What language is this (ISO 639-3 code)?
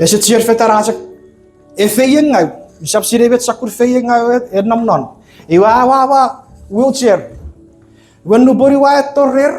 chk